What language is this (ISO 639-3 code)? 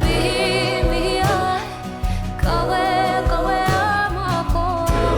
mri